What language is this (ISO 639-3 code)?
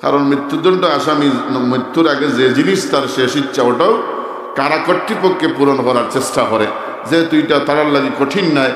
syl